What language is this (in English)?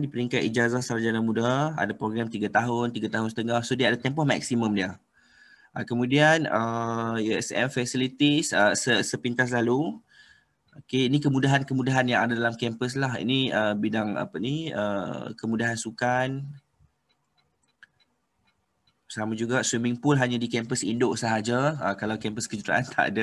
Malay